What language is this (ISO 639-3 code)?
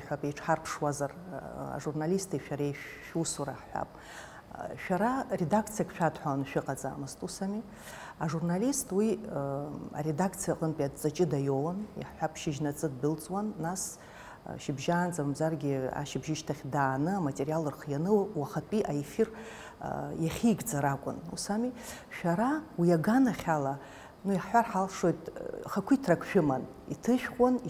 abk